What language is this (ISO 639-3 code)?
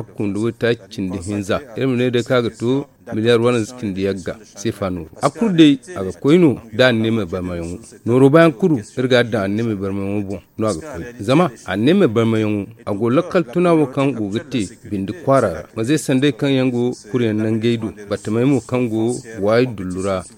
dje